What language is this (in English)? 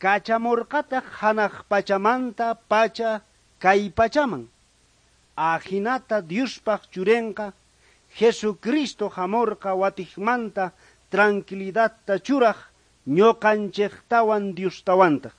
South Bolivian Quechua